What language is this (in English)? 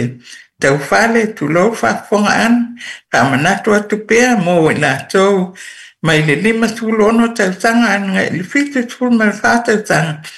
Samoan